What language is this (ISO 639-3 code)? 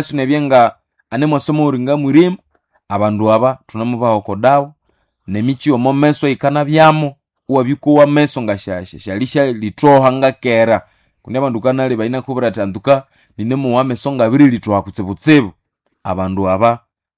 nnb